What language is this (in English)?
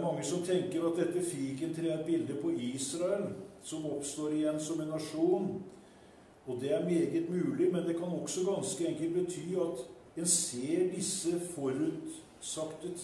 Norwegian